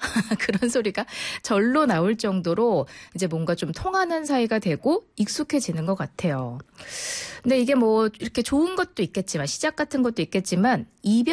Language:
Korean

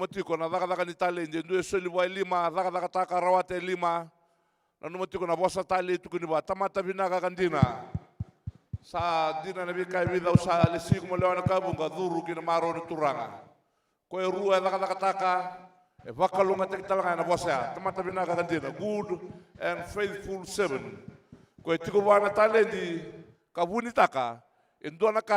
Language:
Fijian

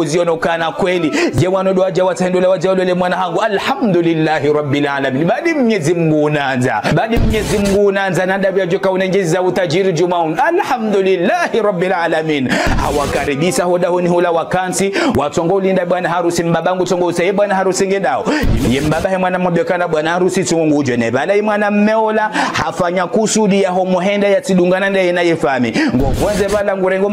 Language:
Ngazidja Comorian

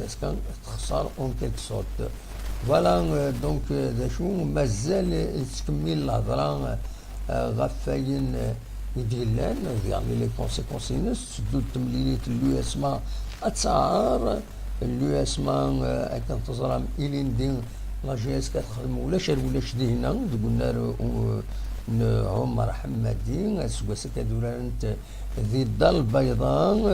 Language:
Kabyle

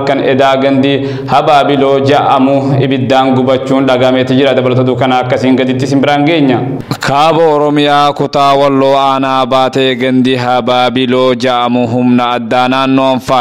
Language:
Oromo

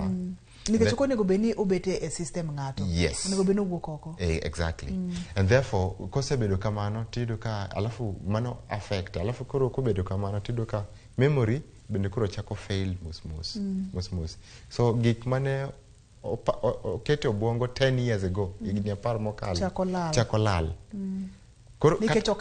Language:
Luo (Kenya and Tanzania)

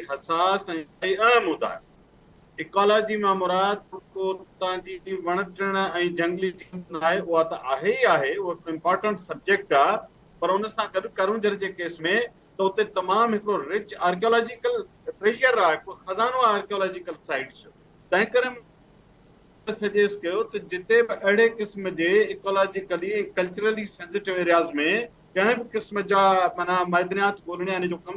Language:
Sindhi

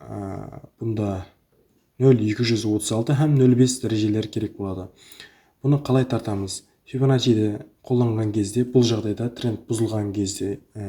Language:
Kara-Kalpak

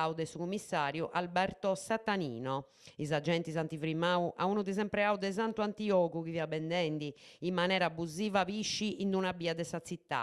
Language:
Sardinian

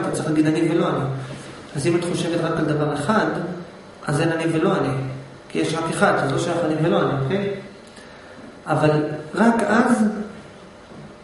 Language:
Hebrew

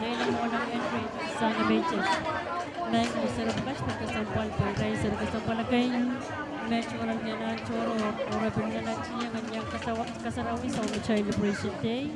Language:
Pohnpeian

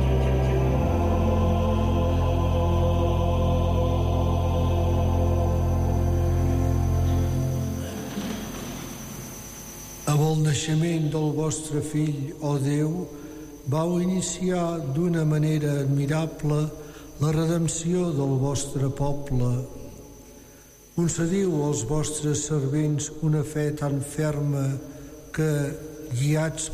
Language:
Catalan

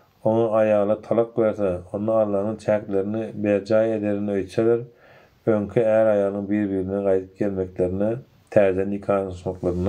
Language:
Turkmen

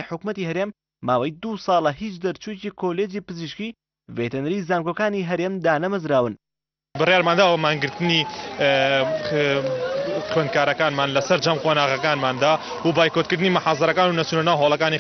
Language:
Central Kurdish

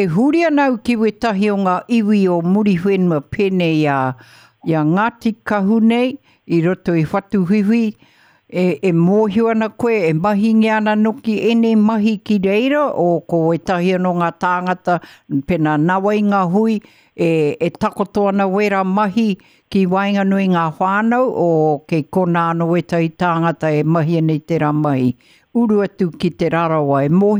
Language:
Māori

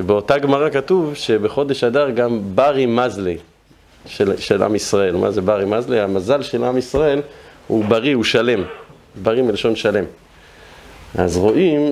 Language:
Hebrew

